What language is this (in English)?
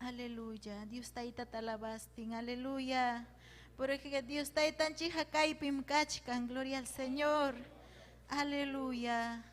Ayacucho Quechua